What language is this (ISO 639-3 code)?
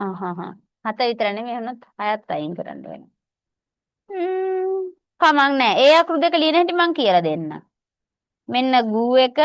sin